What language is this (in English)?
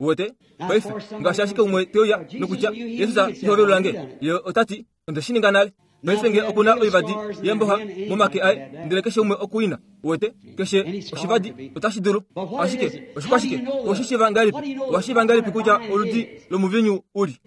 Kuanyama